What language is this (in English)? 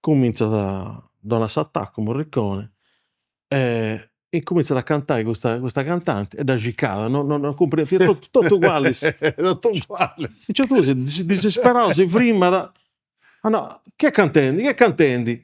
Sardinian